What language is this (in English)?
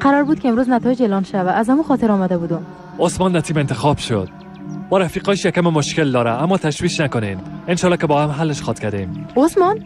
Persian